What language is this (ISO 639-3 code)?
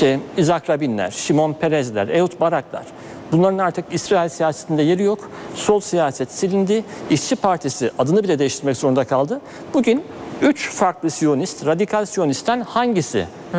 tur